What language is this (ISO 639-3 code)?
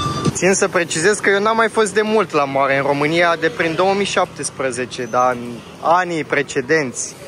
ron